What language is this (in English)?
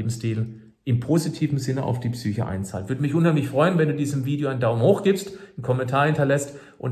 German